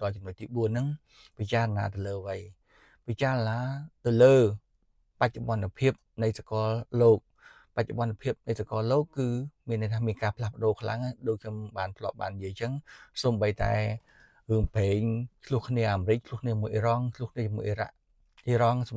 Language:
Khmer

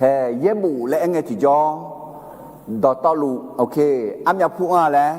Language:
Akha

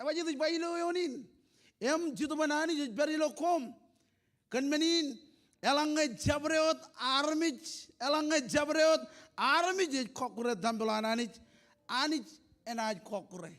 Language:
Marshallese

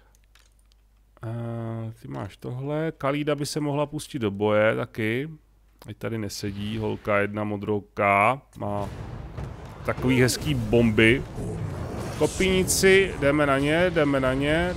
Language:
Czech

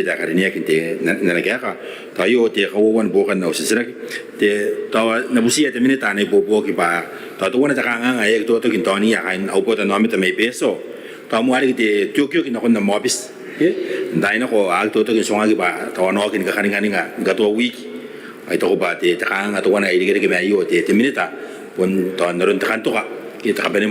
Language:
Gilbertese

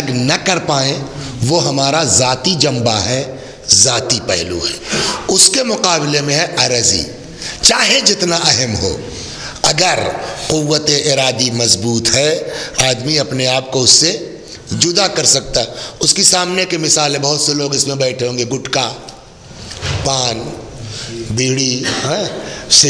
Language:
Urdu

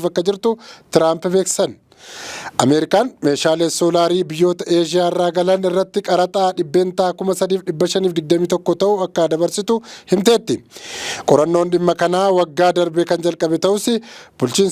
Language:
Oromo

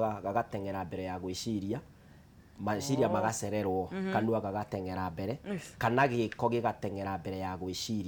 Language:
Kikuyu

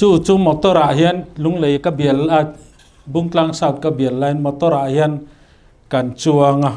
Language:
Mizo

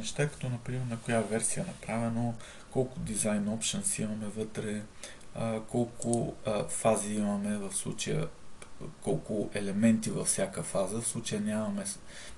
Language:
Bulgarian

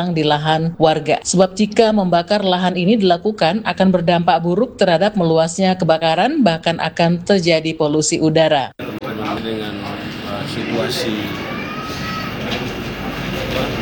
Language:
Indonesian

